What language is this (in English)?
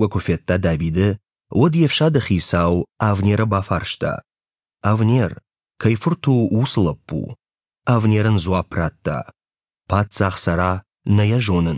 Ossetic